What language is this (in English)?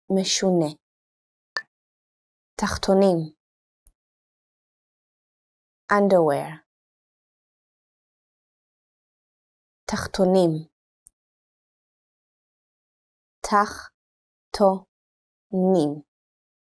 Hebrew